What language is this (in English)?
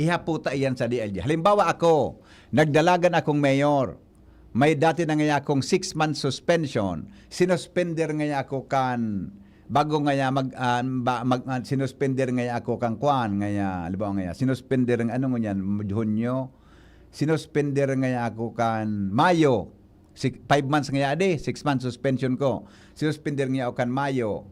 Bikol